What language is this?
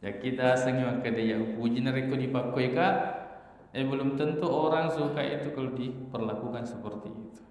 Buginese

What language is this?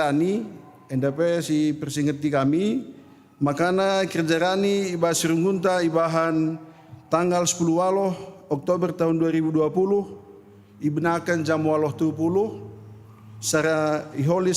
Batak Karo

